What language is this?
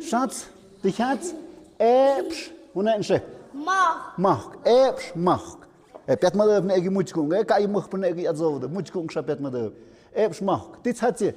Tlahuitoltepec Mixe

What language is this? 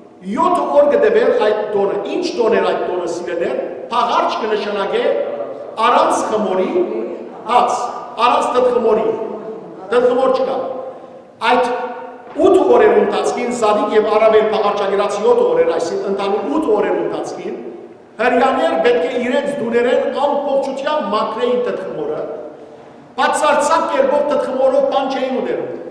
Western Armenian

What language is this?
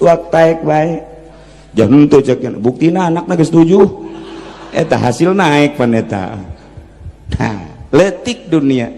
Sundanese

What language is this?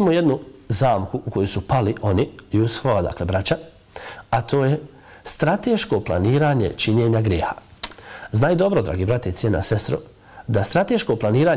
Bosnian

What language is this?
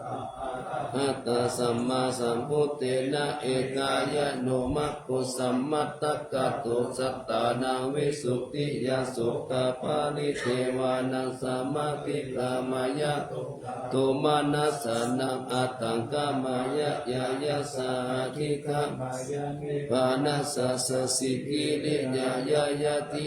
Pali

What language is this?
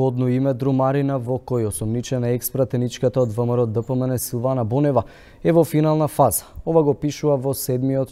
Macedonian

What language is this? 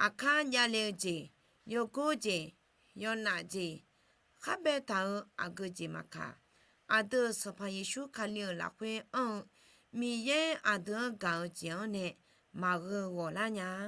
Akha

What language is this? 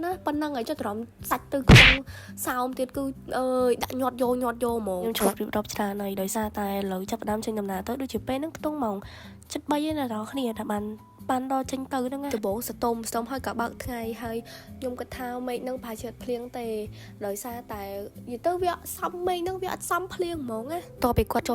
Khmer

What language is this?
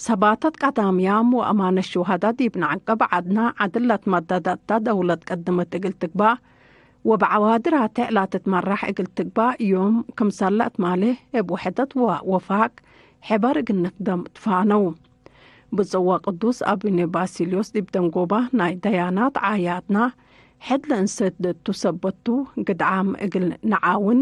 Tigre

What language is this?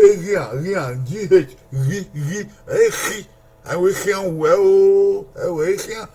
Bini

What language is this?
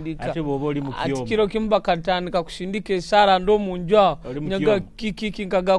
Nyoro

